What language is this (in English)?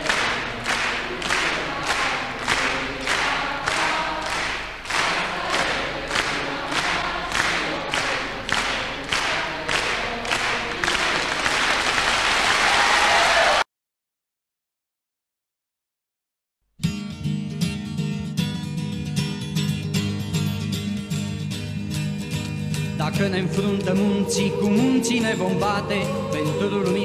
Romanian